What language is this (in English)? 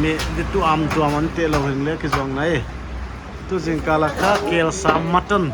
Paite Chin